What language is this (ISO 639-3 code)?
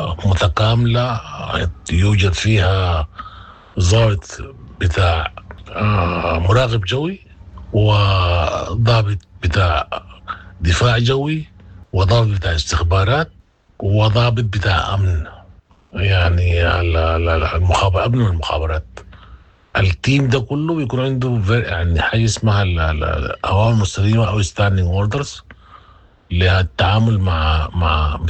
apd